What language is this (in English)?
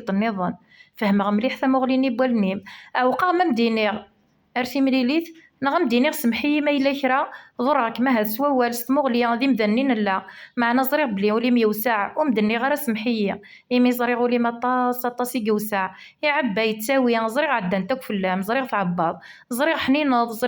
Kabyle